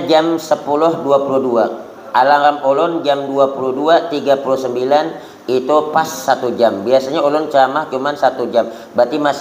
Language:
Banjar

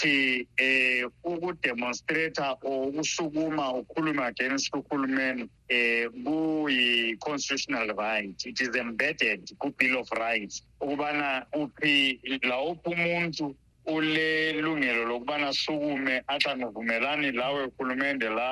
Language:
North Ndebele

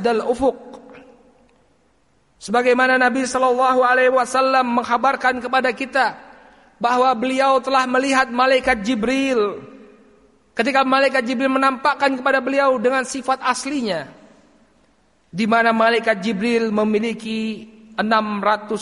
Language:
Indonesian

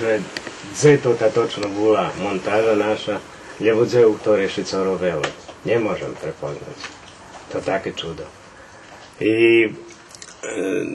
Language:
Rusyn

